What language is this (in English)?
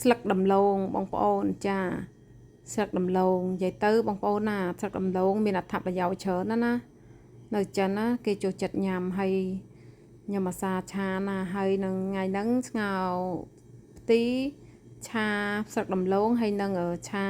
Khmer